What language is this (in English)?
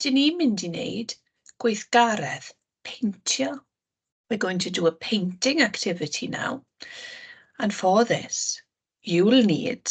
Welsh